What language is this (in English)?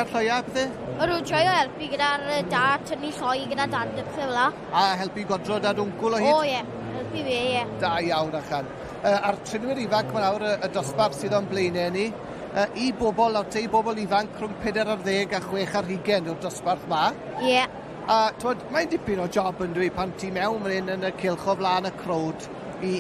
Welsh